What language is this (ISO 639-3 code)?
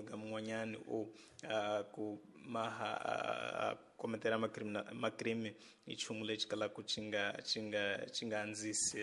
tso